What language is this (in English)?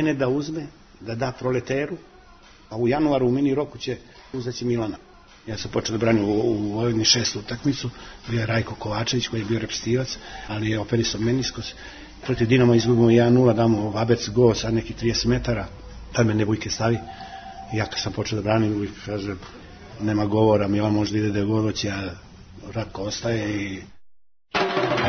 Serbian